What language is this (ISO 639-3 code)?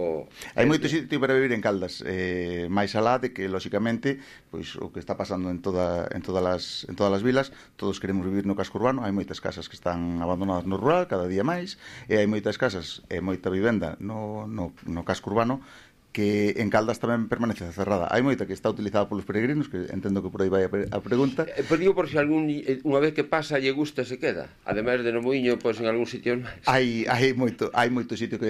glg